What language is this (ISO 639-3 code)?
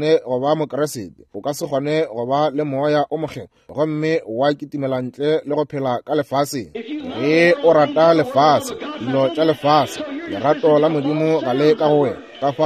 nso